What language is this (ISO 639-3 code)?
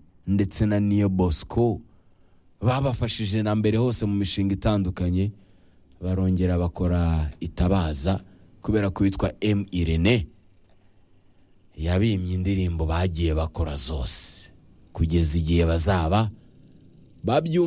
kin